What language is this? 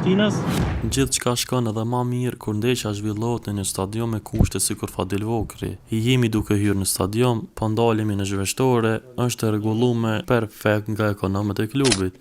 Albanian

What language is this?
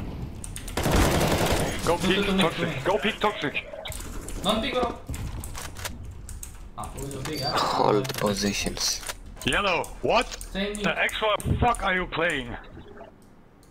Romanian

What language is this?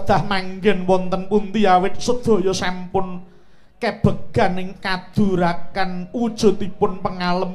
Javanese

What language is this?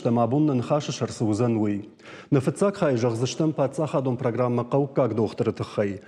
Ossetic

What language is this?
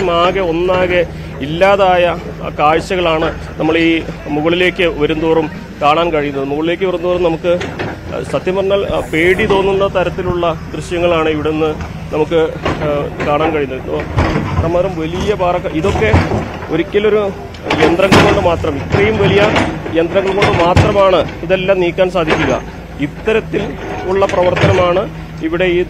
Malayalam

